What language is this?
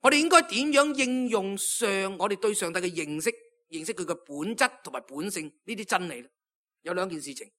Cantonese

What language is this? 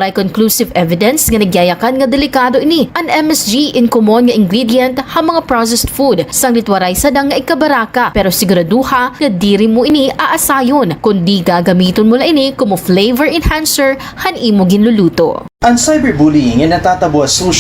Waray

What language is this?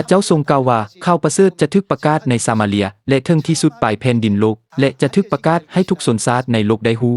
Lao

